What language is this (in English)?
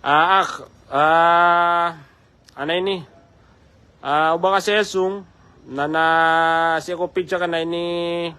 Maranao